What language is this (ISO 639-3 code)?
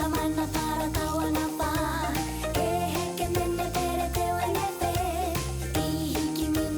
mri